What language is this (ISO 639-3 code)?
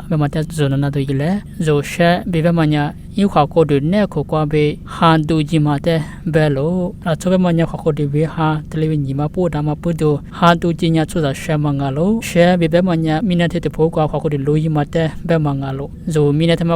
lis